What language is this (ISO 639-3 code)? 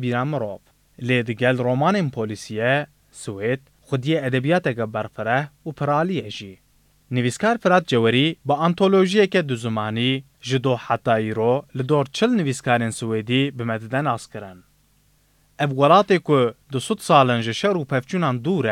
kur